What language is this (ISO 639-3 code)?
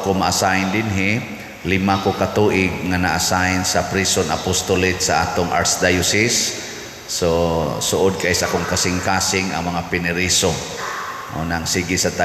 ceb